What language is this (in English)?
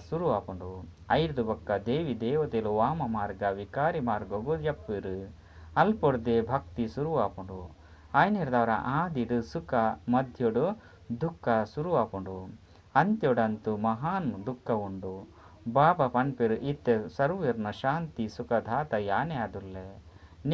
Tulu